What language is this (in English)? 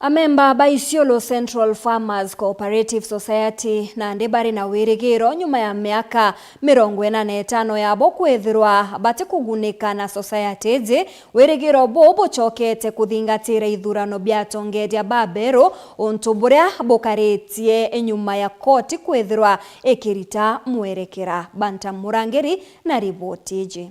Meru